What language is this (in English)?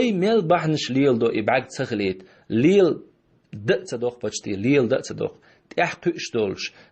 Chechen